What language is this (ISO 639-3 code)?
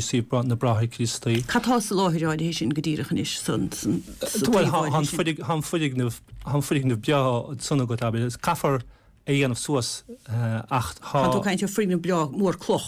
gle